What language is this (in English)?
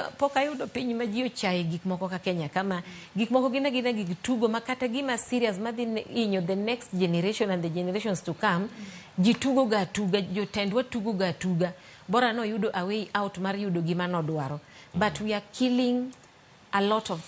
Luo (Kenya and Tanzania)